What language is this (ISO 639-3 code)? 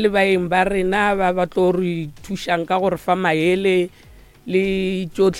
nso